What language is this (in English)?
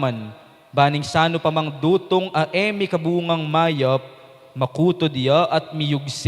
Pampanga